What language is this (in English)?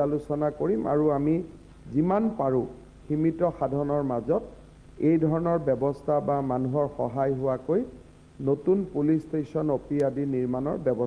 Assamese